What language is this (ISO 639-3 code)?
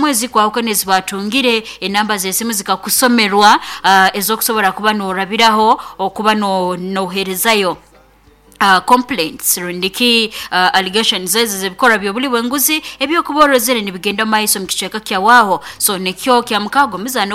nyo